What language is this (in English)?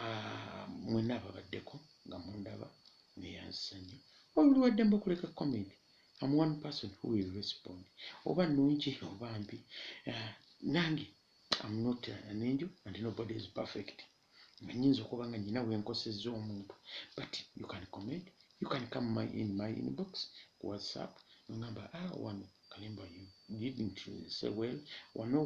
Ganda